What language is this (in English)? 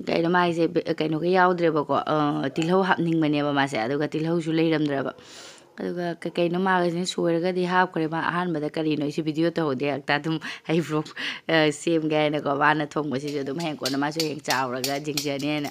Manipuri